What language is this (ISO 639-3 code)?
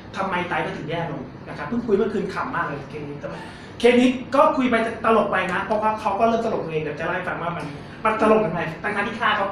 tha